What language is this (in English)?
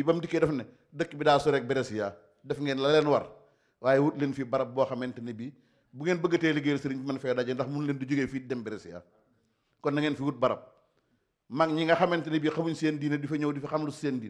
Wolof